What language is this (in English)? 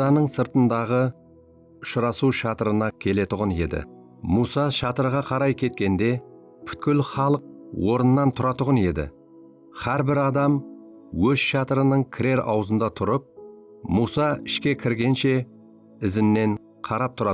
Kara-Kalpak